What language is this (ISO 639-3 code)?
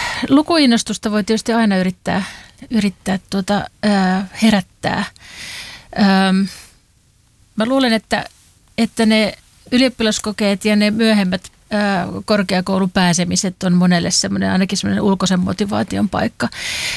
fin